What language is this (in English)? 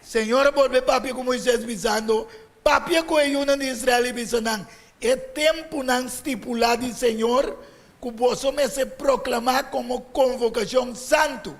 Papiamento